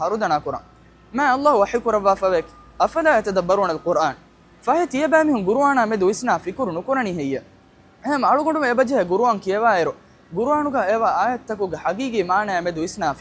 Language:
Divehi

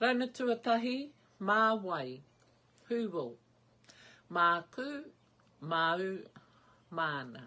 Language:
Māori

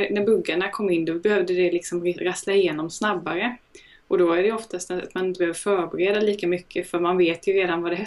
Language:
Swedish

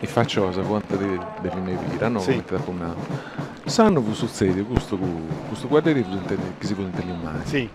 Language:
Sardinian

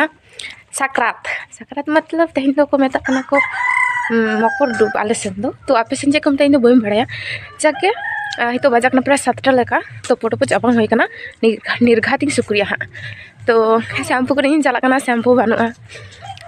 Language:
Santali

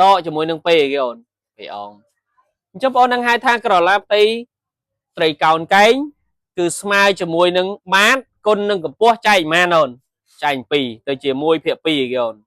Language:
Khmer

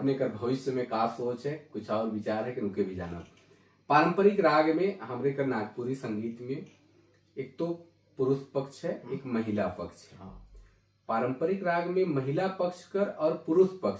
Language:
Sadri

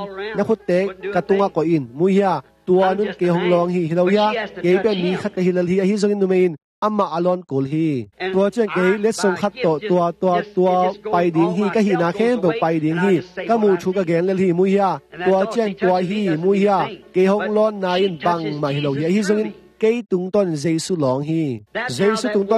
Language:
Tedim Chin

